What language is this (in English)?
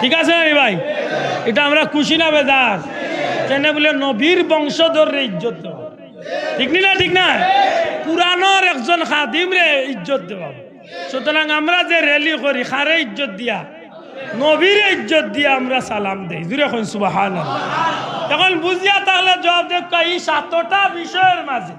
Sylheti